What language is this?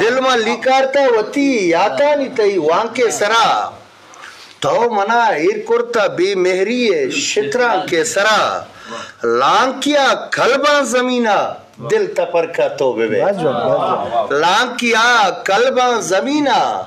Eastern Balochi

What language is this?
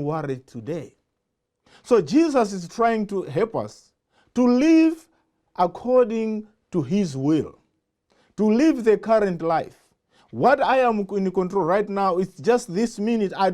English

